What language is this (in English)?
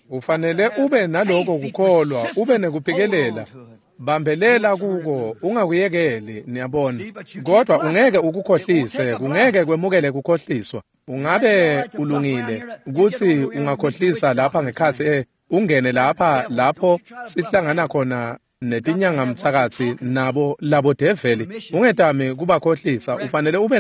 Swati